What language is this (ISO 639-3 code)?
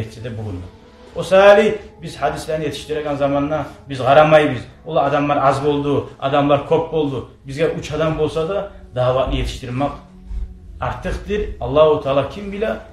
kum